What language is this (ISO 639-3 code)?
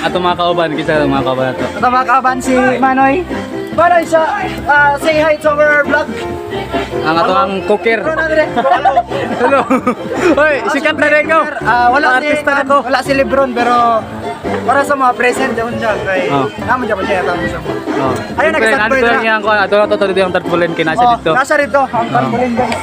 ceb